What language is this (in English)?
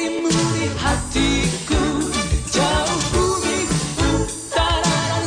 Indonesian